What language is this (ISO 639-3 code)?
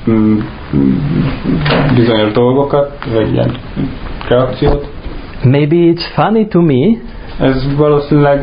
hun